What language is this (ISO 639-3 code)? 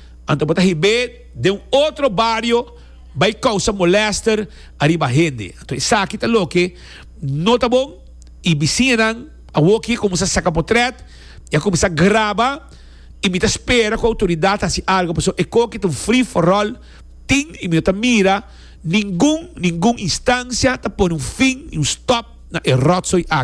pap